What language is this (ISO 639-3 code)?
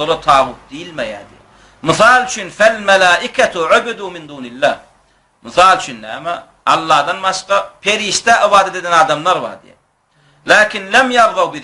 tuk